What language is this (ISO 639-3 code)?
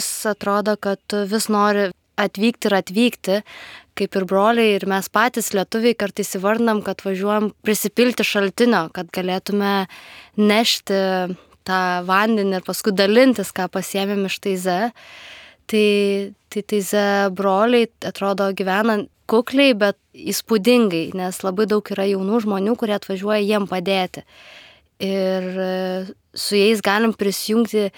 lit